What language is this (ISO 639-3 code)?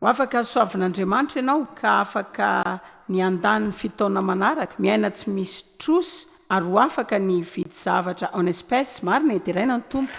mlg